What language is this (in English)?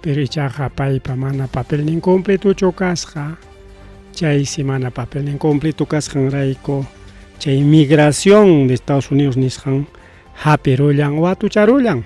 Ayacucho Quechua